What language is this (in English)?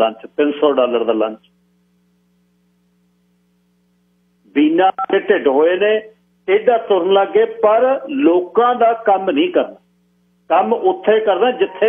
Punjabi